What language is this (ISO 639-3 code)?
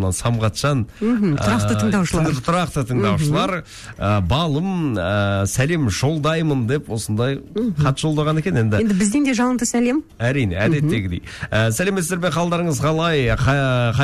kaz